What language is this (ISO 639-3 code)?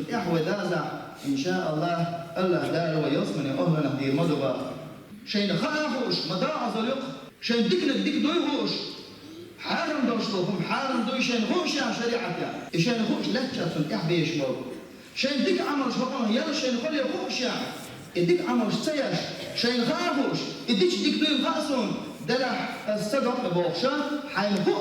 che